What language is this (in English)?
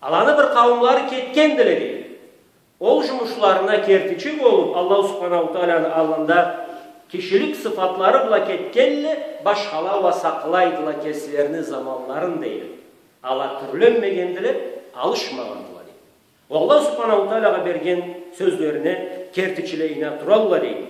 Karachay-Balkar